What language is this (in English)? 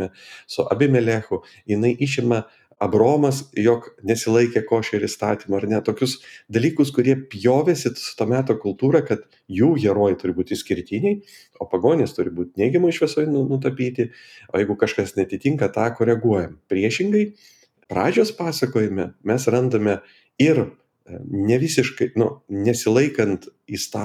Lithuanian